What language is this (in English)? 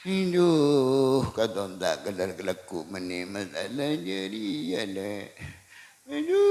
Madurese